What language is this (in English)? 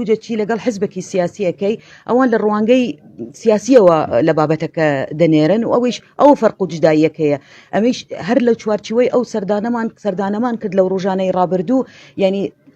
Central Kurdish